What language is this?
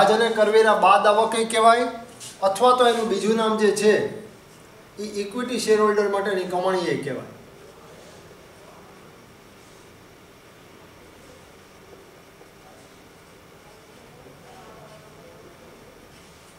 Gujarati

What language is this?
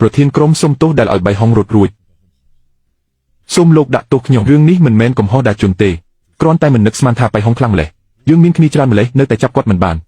Khmer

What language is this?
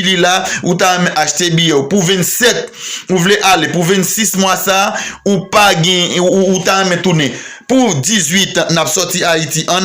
Haitian Creole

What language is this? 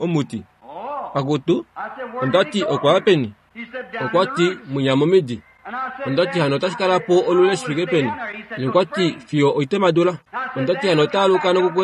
Kuanyama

